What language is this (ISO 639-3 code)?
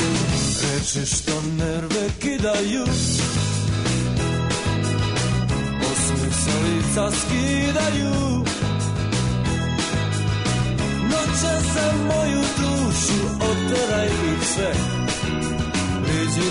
srp